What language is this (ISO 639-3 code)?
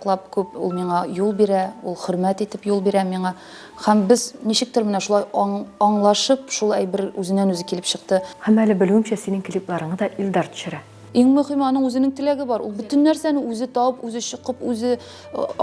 tat